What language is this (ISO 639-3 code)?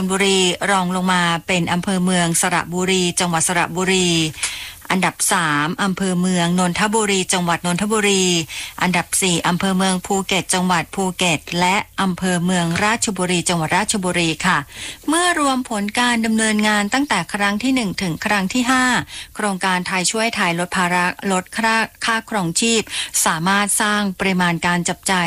tha